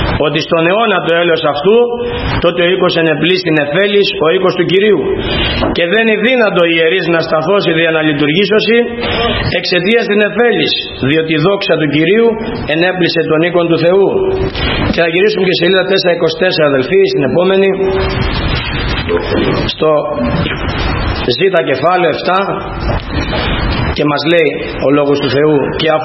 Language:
Greek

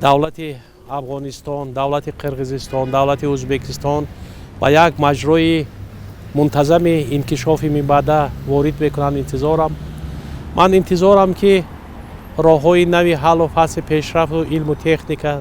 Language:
Tajik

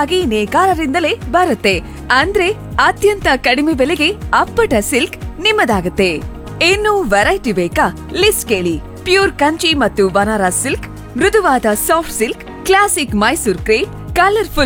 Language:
Kannada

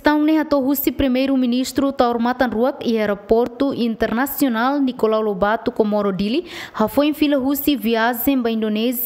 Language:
Tetum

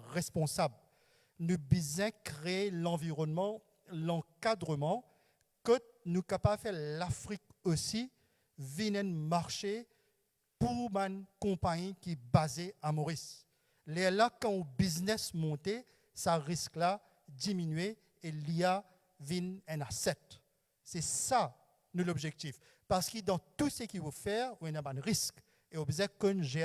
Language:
Morisyen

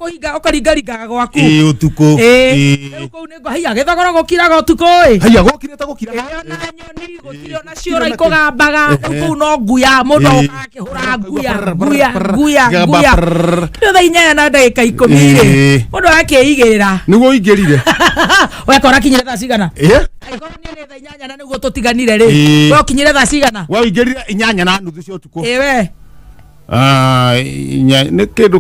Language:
Kikuyu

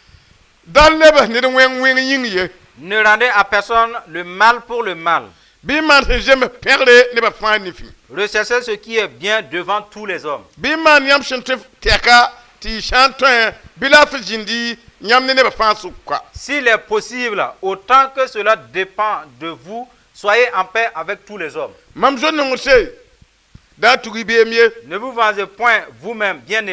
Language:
Mossi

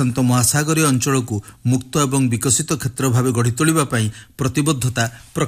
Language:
Odia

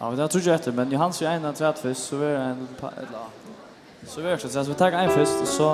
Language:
Faroese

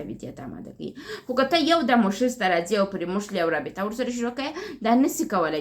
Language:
Pashto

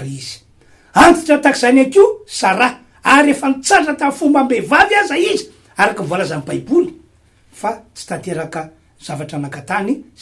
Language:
Malagasy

